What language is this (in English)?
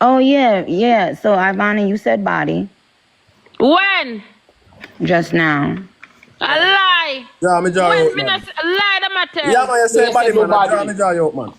Jamaican Creole English